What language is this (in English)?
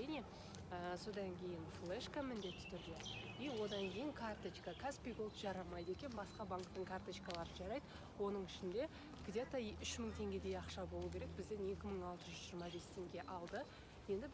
Kazakh